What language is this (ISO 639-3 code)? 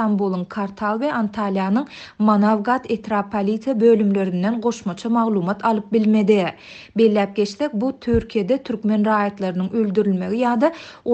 tuk